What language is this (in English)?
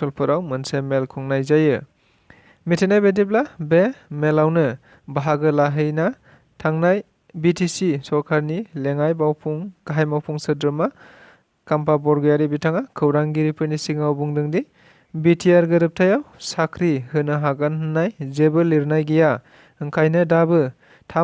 Bodo